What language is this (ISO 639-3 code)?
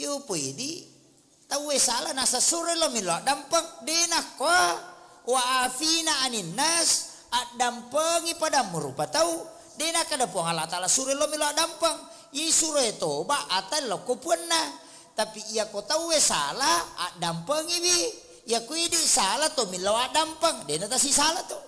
bug